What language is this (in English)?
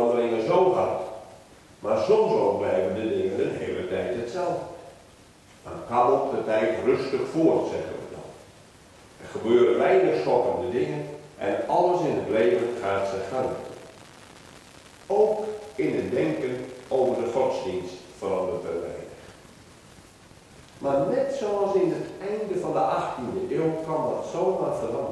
Dutch